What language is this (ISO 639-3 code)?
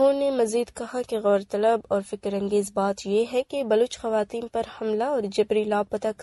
urd